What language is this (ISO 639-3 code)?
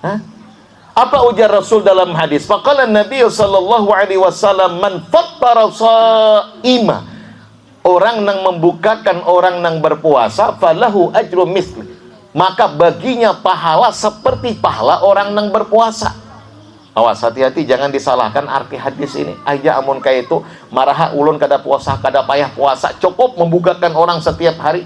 bjn